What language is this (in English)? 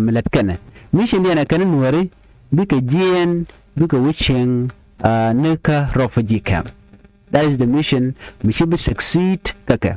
Nuer